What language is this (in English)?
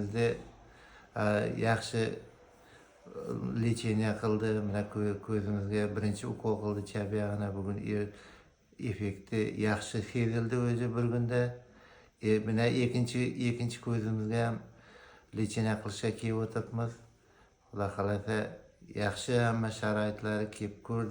Uzbek